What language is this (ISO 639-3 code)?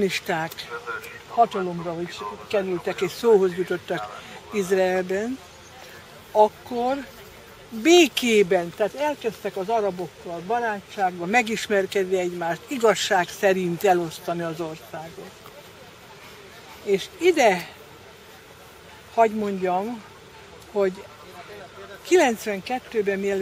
hun